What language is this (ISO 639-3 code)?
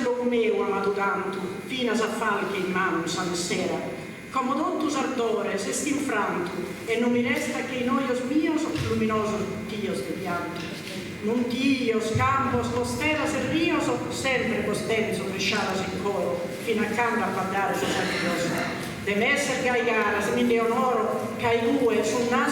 srd